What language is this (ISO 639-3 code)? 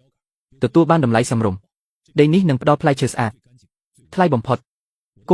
khm